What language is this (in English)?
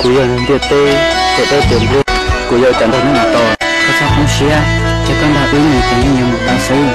Hmong